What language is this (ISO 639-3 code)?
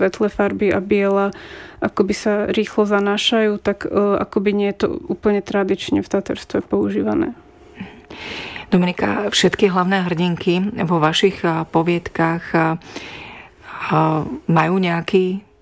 slk